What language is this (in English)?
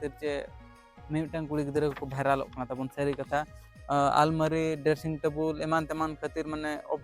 Santali